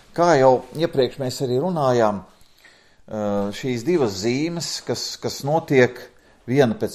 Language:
Latvian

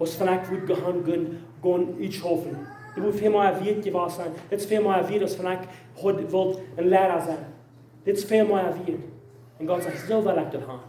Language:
Plautdietsch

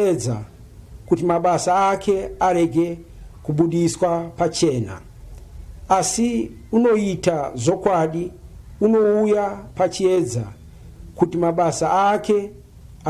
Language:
Shona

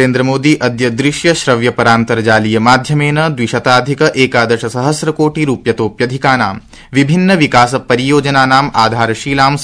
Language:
Sanskrit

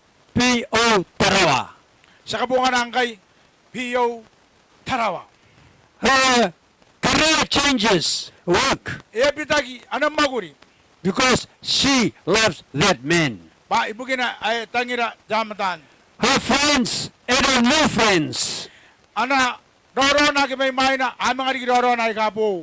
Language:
Gilbertese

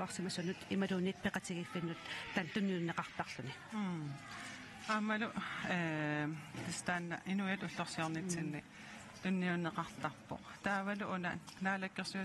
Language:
Kalaallisut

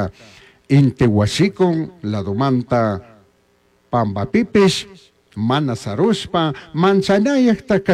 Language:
Chimborazo Highland Quichua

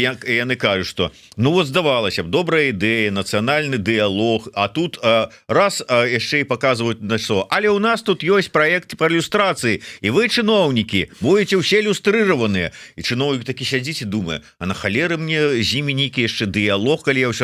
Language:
Belarusian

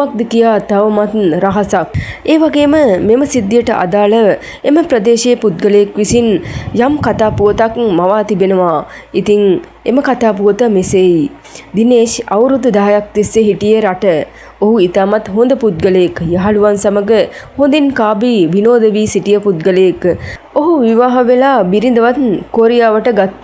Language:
Sinhala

